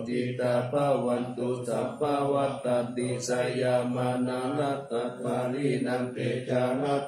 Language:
Pali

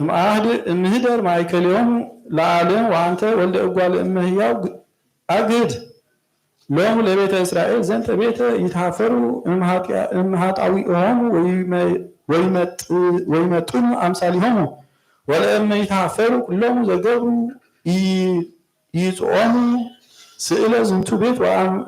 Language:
Geez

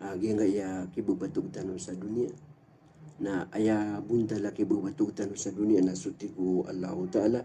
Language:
Maranao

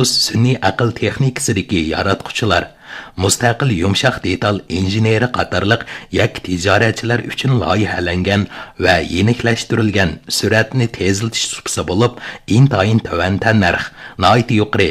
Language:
Uyghur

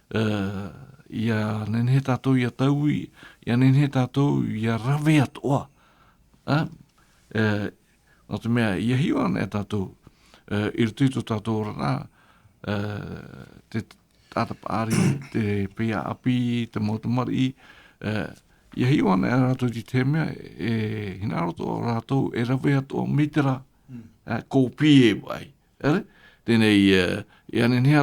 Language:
Tahitian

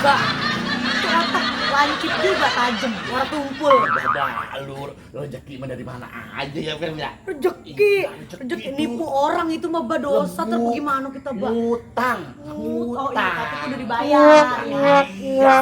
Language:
Betawi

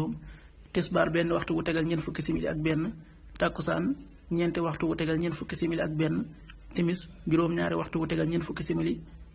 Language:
Wolof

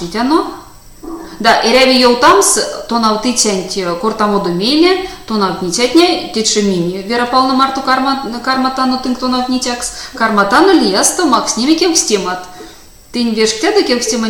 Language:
Erzya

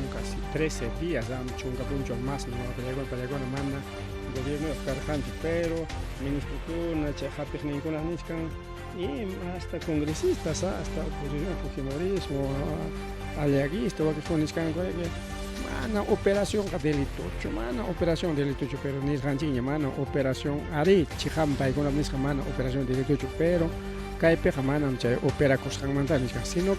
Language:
Ayacucho Quechua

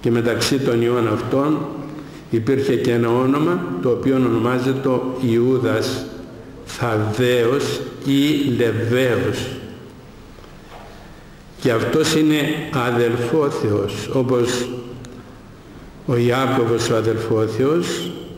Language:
Greek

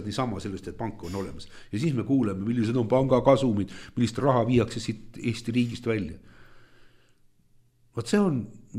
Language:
Estonian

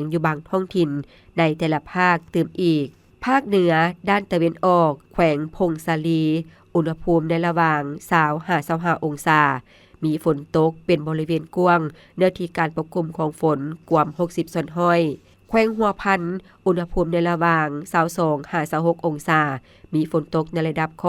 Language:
Lao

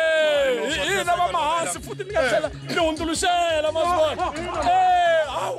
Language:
Tsonga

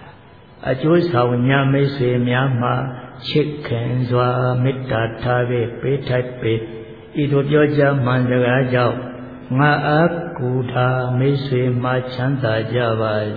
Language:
Burmese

